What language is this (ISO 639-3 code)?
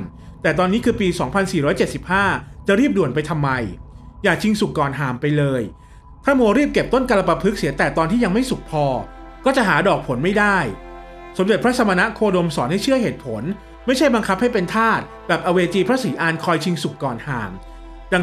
tha